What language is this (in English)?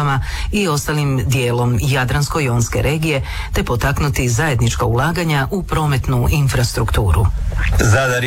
Croatian